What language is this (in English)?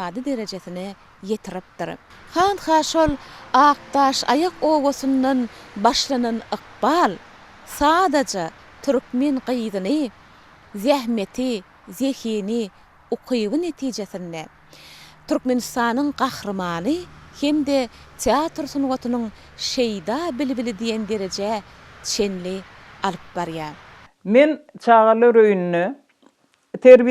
Turkmen